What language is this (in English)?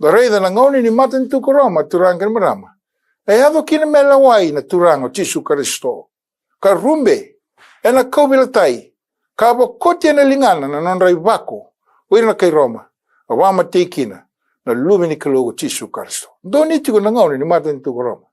Fijian